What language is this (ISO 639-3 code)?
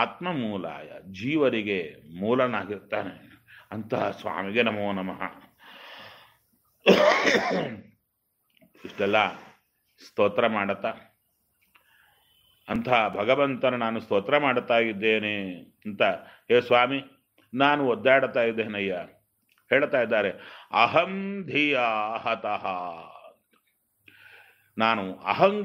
kan